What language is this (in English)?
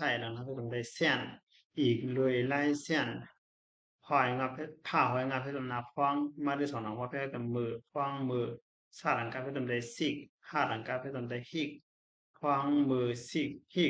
Shan